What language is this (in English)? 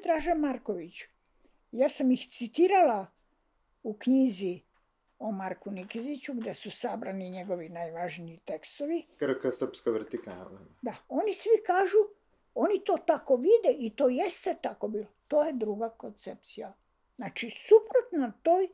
Serbian